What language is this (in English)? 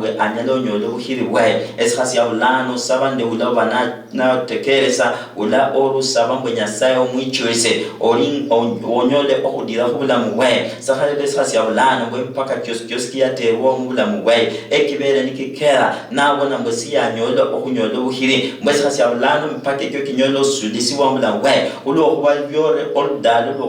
Luyia